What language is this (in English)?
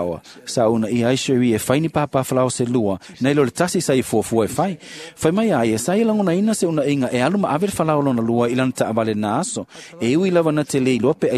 Samoan